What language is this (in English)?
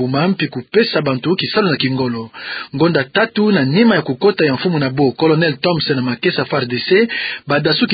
Kituba (Democratic Republic of Congo)